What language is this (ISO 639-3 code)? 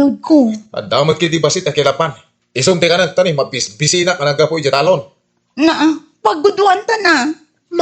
ilo